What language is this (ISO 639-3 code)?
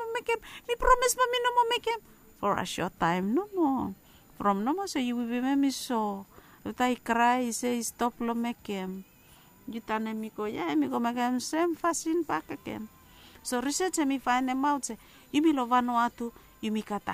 bis